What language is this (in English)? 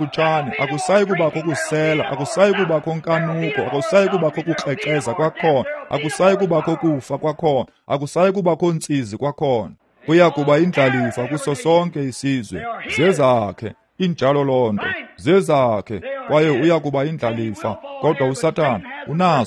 Xhosa